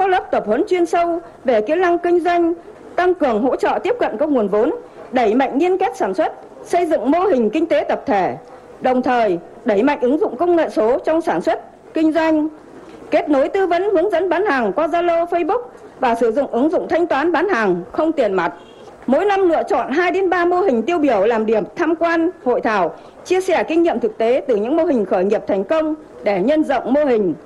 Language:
Vietnamese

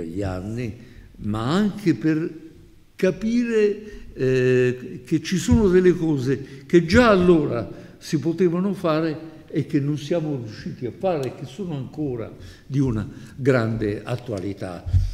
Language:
Italian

